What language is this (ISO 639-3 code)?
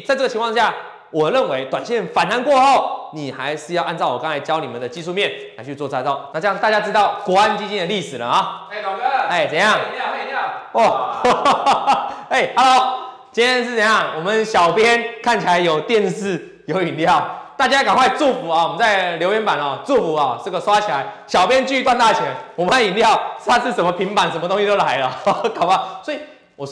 zho